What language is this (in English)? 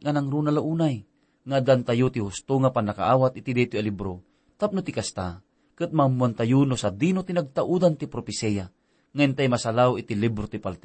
Iloko